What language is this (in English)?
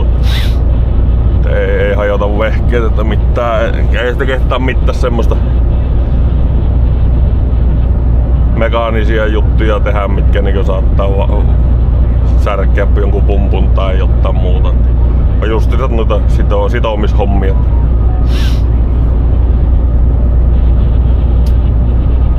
Finnish